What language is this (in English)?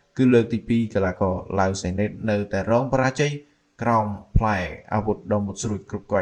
Khmer